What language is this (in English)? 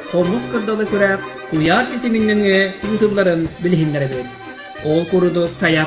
Yakut